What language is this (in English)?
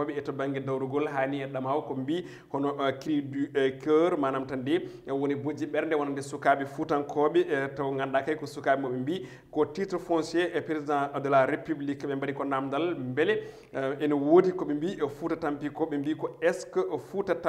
Fula